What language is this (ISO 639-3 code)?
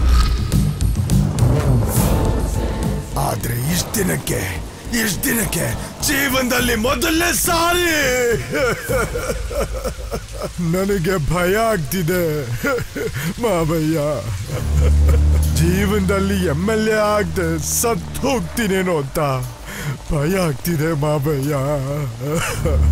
kan